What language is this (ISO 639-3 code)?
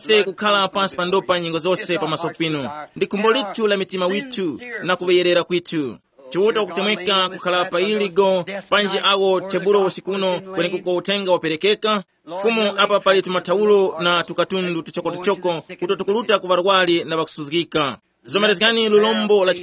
tum